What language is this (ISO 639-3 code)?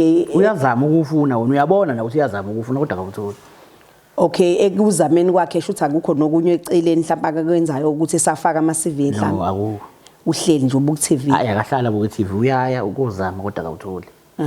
zul